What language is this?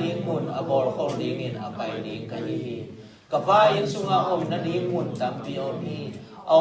Tedim Chin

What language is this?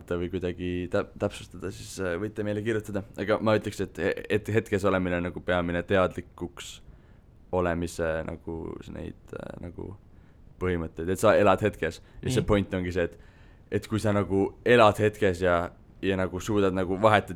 Estonian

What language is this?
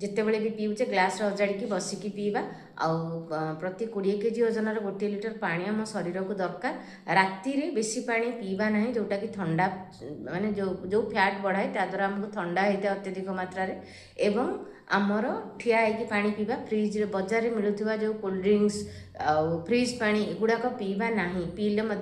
Odia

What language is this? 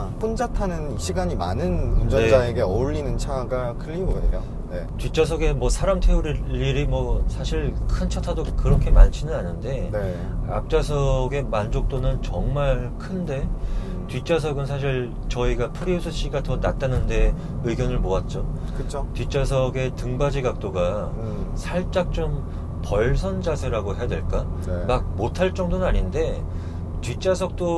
Korean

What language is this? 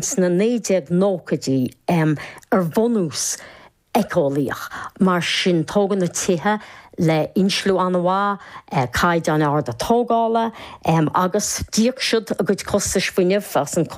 Irish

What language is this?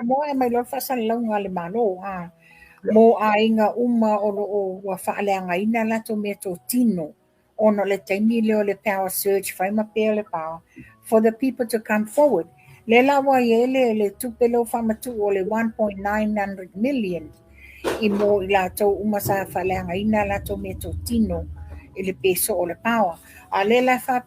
Samoan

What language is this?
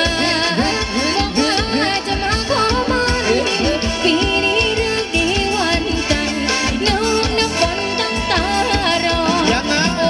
Thai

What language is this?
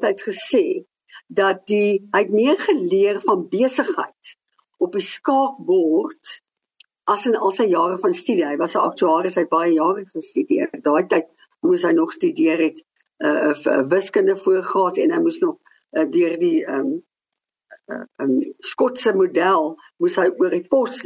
Afrikaans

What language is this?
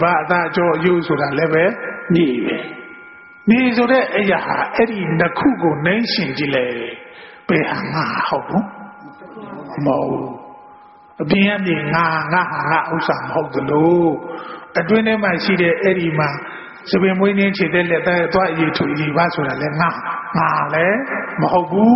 Burmese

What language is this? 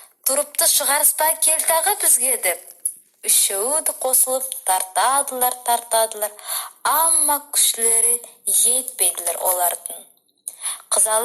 Nogai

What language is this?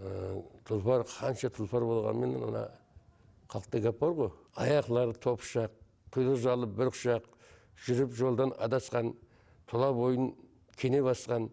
Kara-Kalpak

